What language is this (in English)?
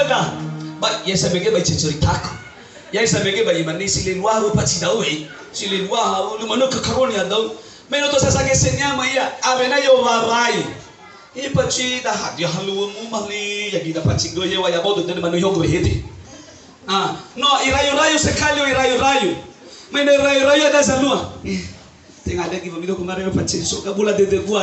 Nias